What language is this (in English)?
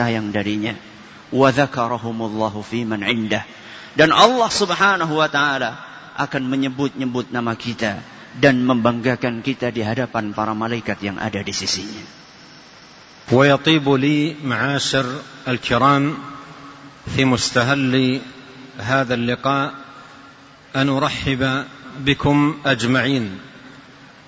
Indonesian